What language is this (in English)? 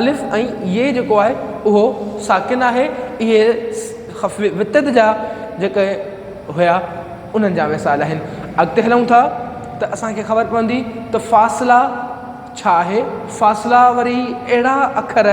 Sindhi